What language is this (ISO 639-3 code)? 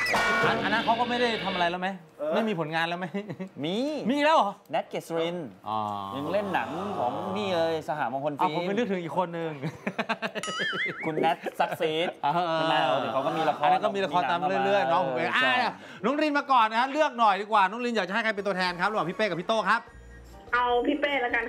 tha